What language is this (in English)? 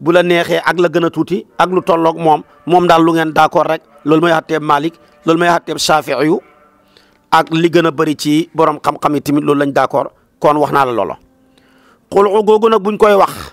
Wolof